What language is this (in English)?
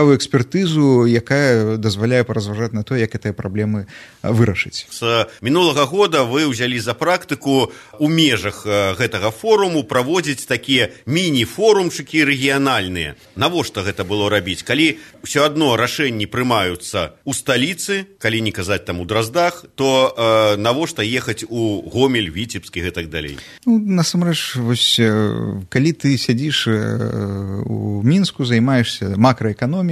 Belarusian